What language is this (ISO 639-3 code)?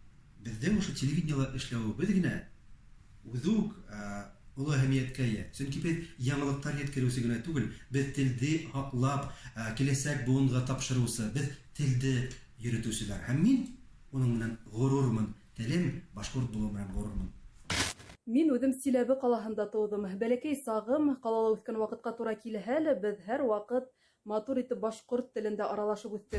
bak